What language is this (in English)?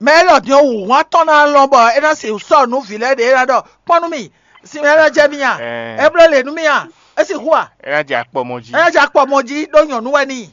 Fon